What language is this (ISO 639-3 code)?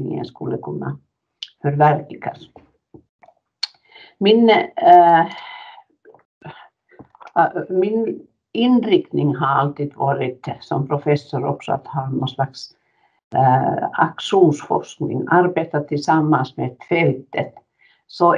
swe